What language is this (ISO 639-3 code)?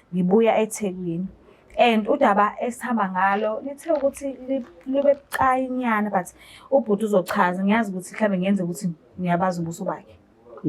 zul